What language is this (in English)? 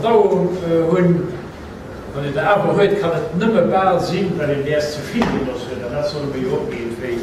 Luxembourgish